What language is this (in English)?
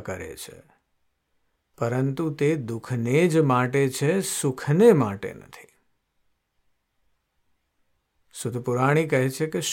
Gujarati